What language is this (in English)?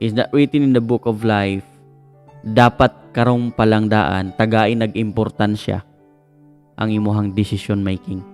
Cebuano